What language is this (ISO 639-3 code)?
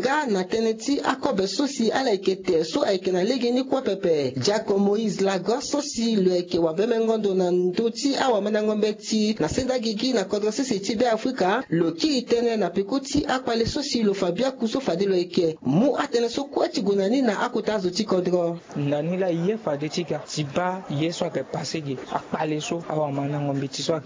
sag